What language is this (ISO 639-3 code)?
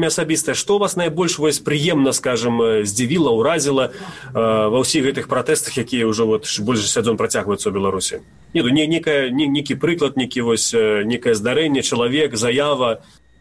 bel